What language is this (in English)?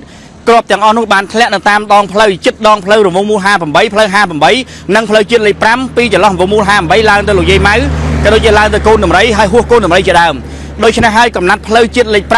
Khmer